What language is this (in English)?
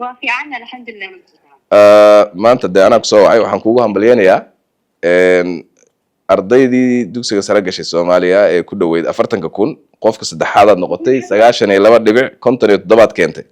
Somali